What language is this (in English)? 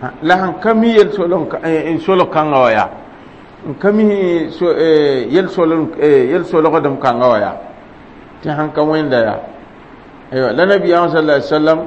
Mossi